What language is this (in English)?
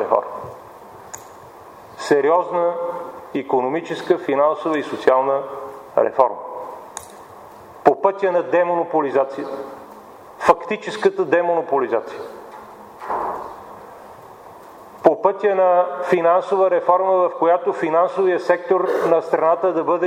Bulgarian